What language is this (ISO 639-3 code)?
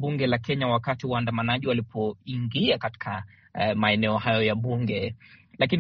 swa